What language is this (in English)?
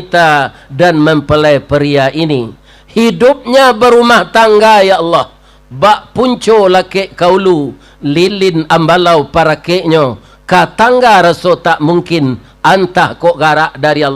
Minangkabau